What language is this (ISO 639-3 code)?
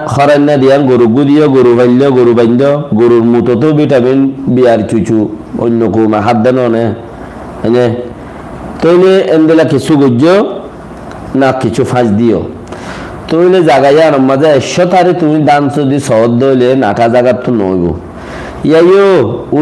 rhg